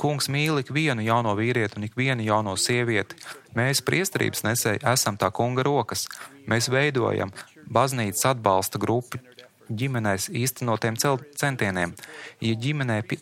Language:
Latvian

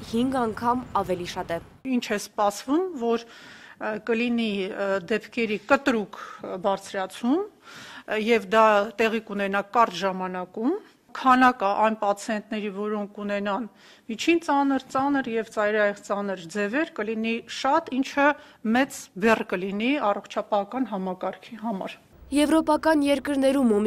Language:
Armenian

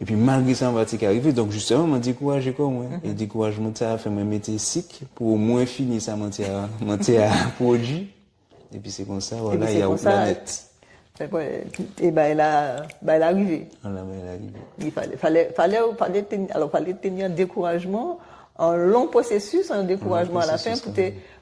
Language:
Guadeloupean Creole French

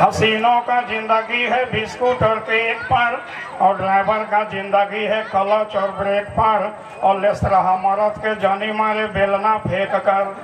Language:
Sadri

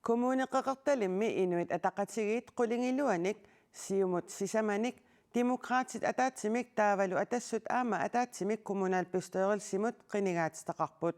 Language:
Kalaallisut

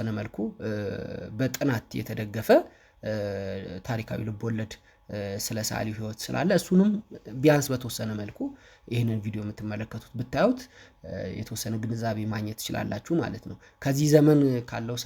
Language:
Amharic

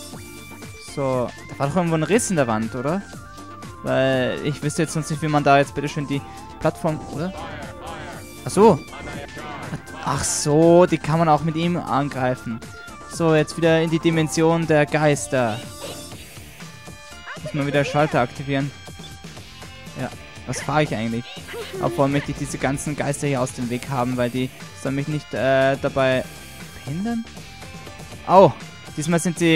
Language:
German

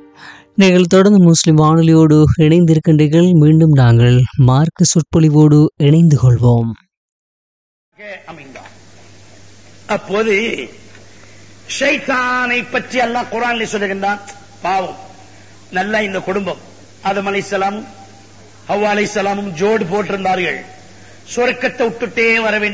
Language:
Tamil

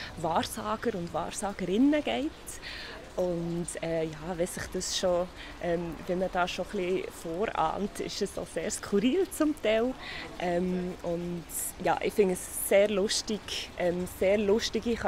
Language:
Swiss German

